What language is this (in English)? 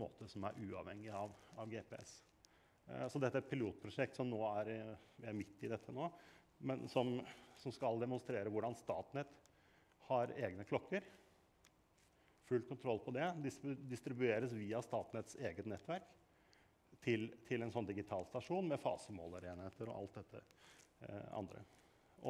Norwegian